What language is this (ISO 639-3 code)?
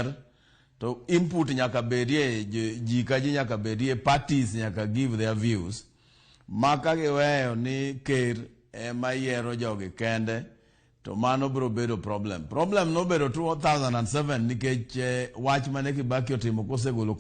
luo